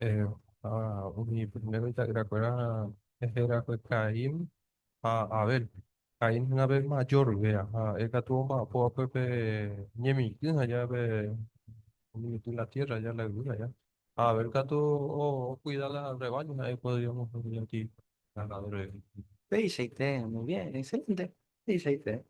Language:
Guarani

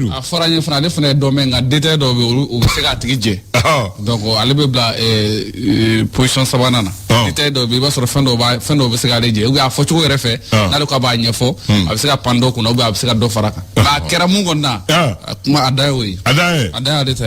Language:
Bambara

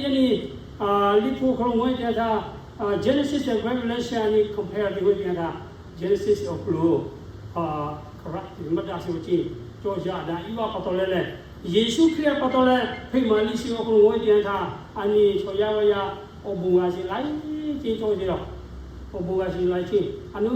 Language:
Lahu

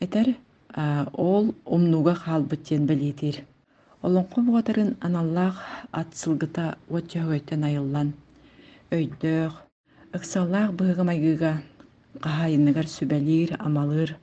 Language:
Yakut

